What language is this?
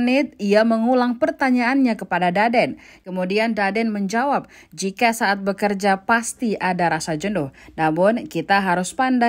Indonesian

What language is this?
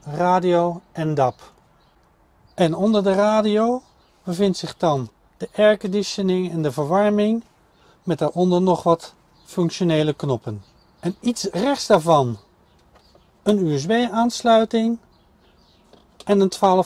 Dutch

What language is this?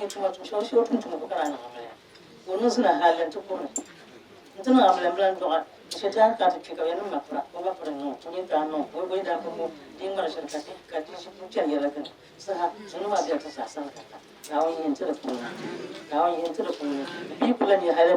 Dagbani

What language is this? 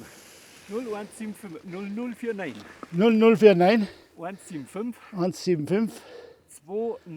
Bavarian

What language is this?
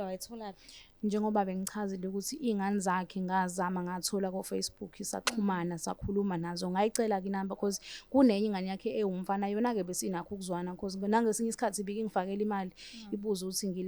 Zulu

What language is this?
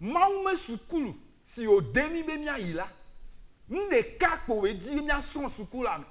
Ewe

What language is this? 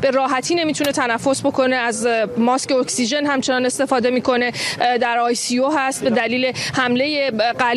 Persian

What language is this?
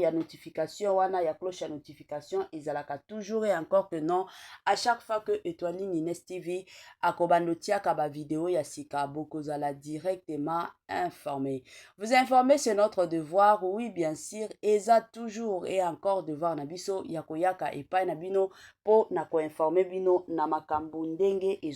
Lingala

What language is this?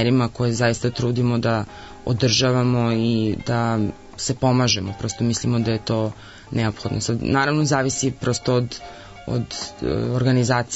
Serbian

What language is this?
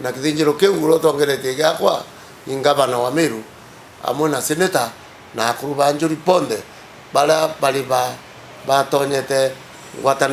Meru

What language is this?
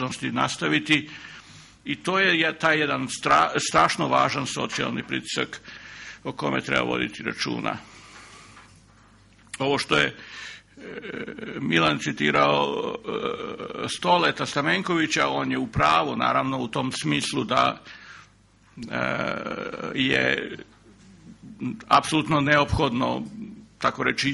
Serbian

